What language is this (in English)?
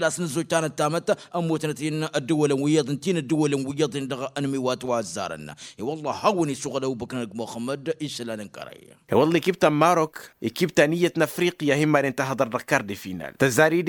Tamasheq